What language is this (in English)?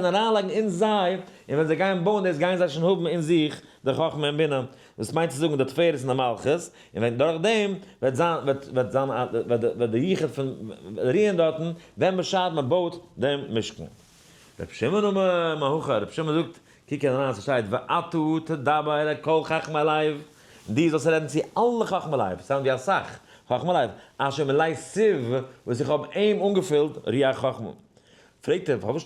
Yiddish